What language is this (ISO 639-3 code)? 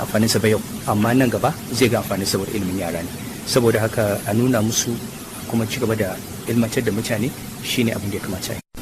hau